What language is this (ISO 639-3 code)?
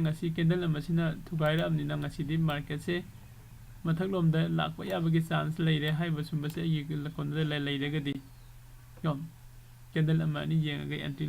mni